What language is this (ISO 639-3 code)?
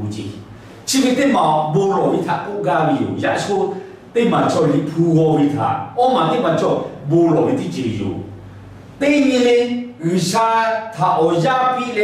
lhu